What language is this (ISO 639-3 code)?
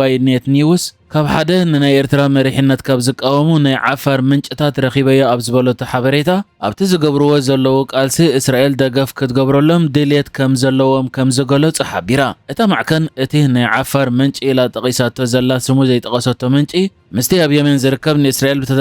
tir